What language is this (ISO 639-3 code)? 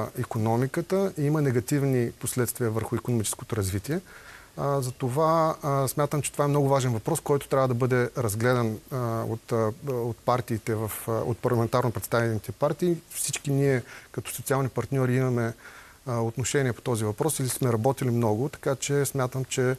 bul